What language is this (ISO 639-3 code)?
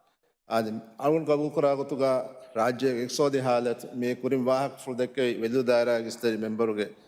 div